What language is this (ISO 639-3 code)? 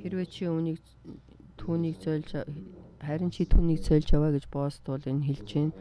mon